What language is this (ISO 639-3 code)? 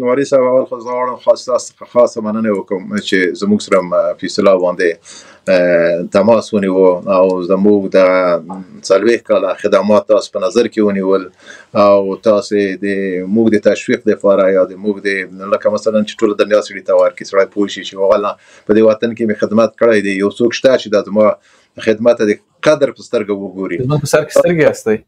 pus